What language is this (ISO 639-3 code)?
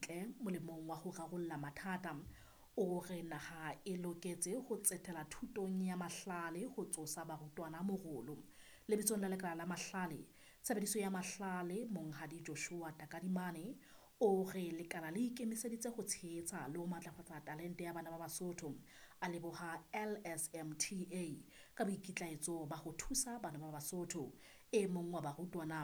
sot